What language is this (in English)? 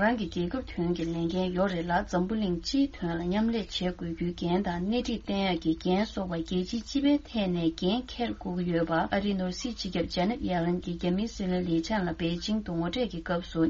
Tibetan